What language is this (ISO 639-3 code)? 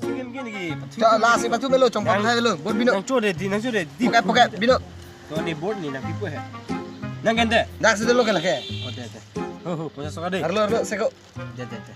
mjw